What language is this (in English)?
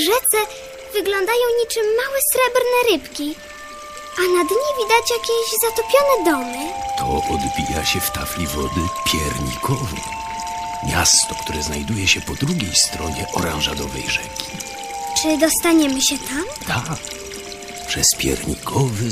Polish